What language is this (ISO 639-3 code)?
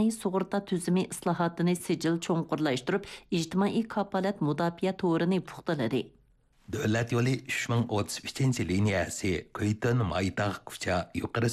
uig